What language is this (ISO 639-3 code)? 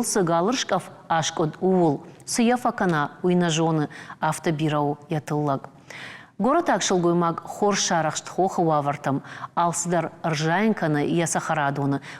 oss